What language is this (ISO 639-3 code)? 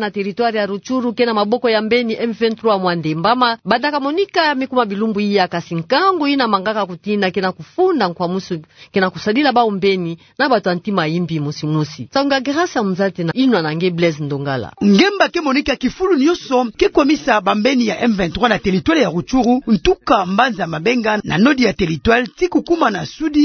ktu